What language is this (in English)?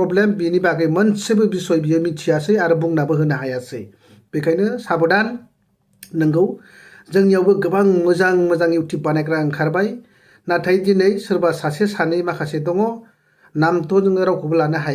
Bodo